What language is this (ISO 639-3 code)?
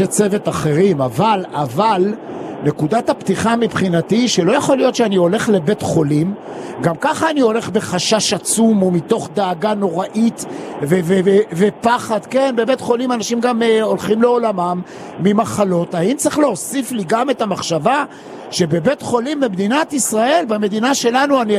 heb